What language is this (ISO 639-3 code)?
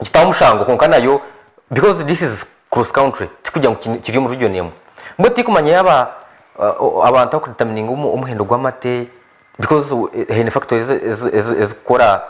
nyn